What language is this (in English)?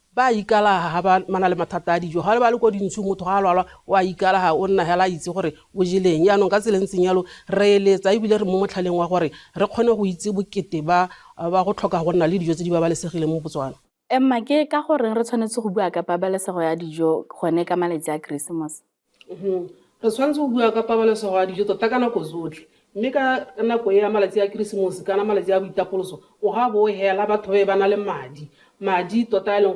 Tswana